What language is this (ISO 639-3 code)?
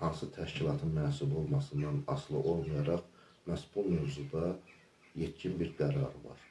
aze